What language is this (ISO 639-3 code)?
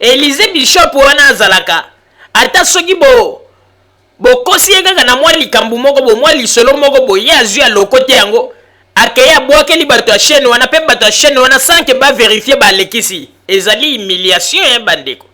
lin